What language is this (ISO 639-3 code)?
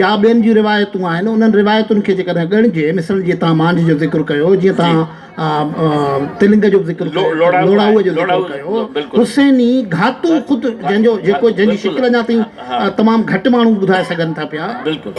snd